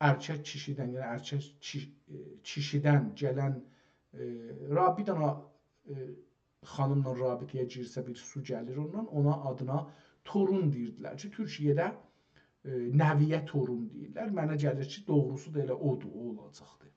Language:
South Azerbaijani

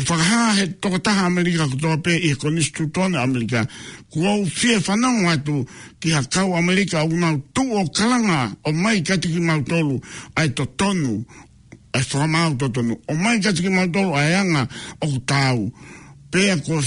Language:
Tongan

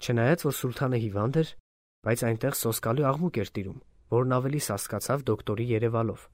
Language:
Armenian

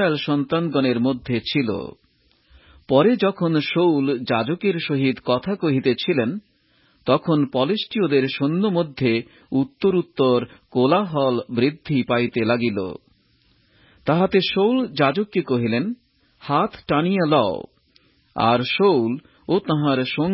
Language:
Bangla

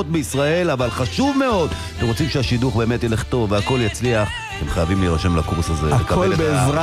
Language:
Hebrew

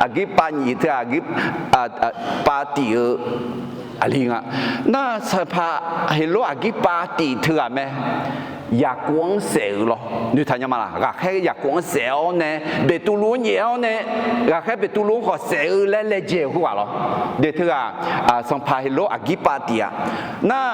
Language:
Akha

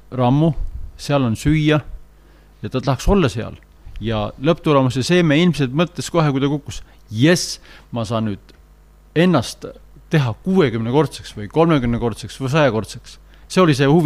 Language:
Estonian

